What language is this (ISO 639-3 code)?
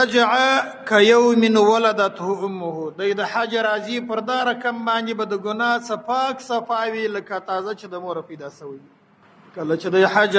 pus